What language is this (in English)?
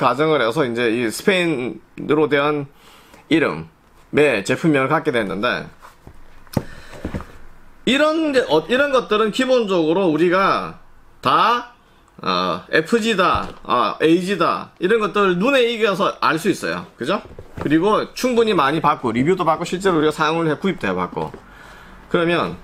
Korean